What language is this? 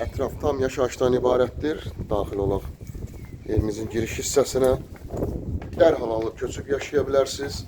Azerbaijani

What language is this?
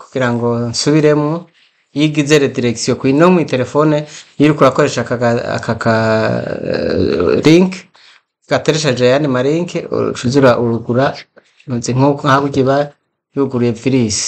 Rundi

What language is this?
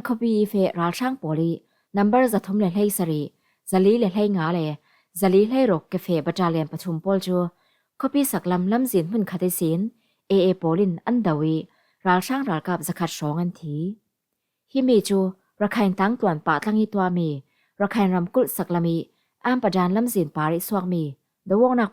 Falam Chin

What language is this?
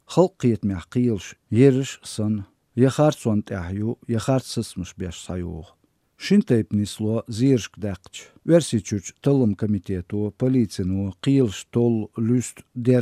Chechen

